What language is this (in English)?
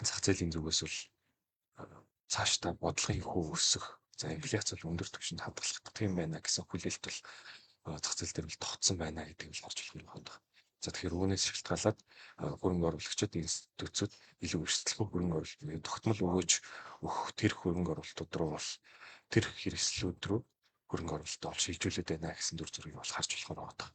Mongolian